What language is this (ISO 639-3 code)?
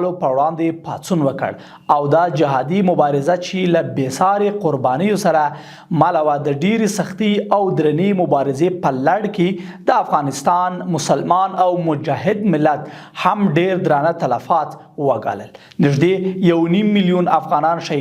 pus